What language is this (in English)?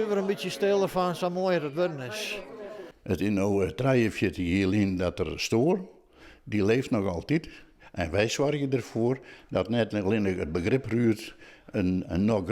Western Frisian